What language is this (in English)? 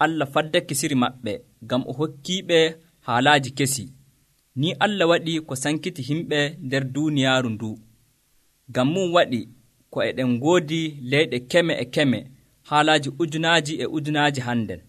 Nigerian Fulfulde